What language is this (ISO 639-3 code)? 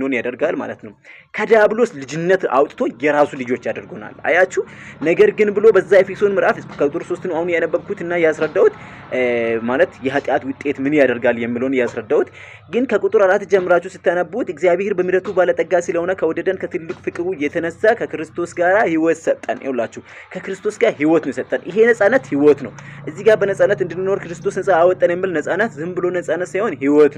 amh